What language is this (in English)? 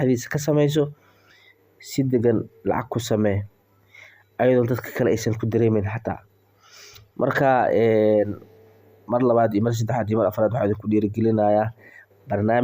Somali